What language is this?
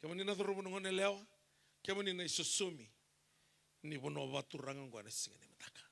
Fijian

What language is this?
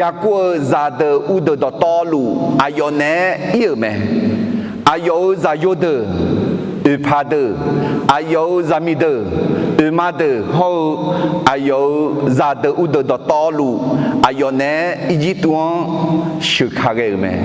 Akha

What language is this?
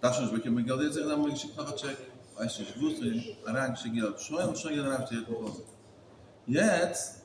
Yiddish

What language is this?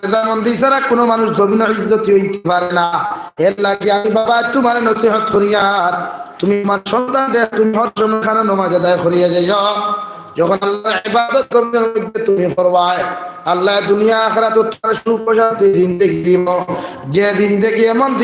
Sylheti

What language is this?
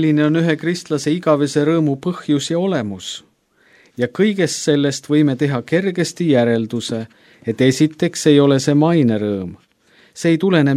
Estonian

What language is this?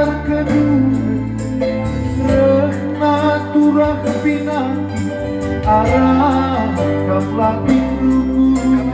Batak Karo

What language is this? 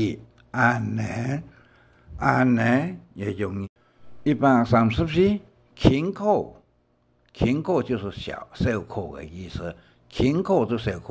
Hakka Chinese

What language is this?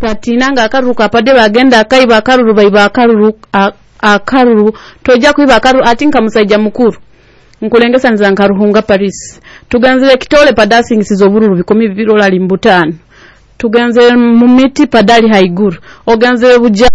Nyoro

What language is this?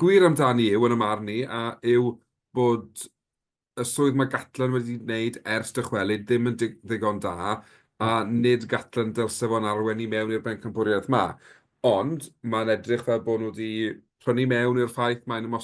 Welsh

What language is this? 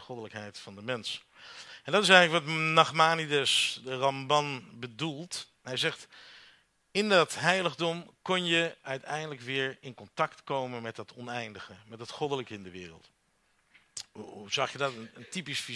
Dutch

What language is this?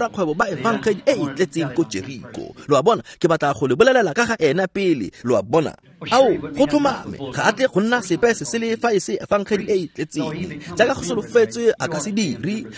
Tswana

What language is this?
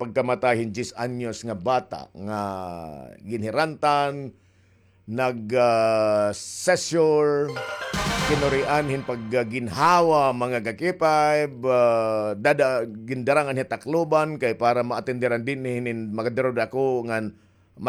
Waray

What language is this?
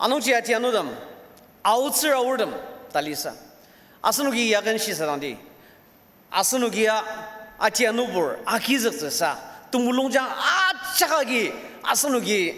Ao Naga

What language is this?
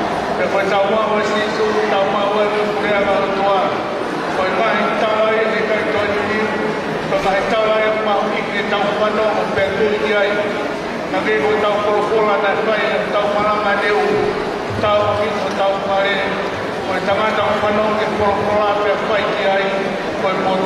Tongan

